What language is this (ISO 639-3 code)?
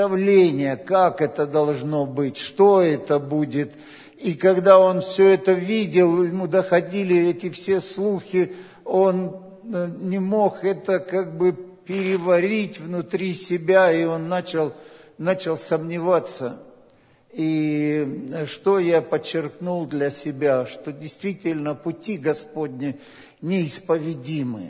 rus